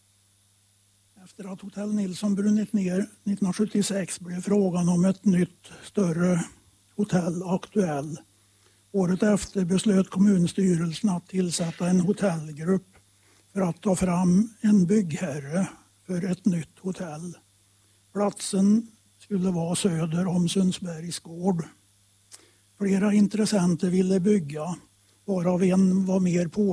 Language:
Swedish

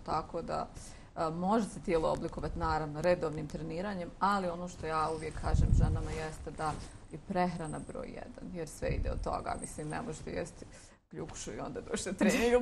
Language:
Bosnian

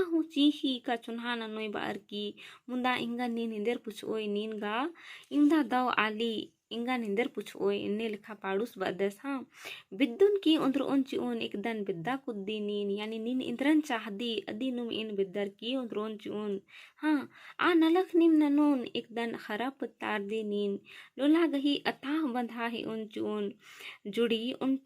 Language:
Kurukh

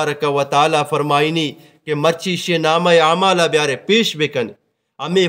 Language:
Eastern Balochi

